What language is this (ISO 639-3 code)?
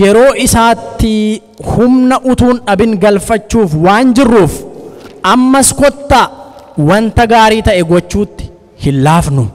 orm